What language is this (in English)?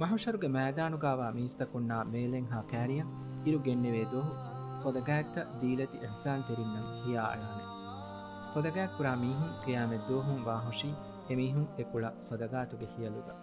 Divehi